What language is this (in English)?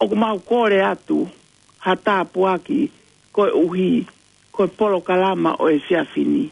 Tongan